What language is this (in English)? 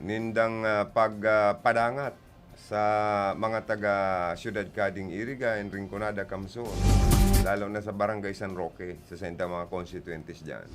Bikol